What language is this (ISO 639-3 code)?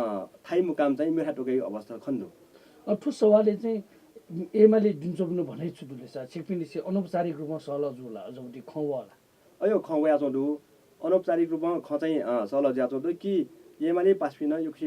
new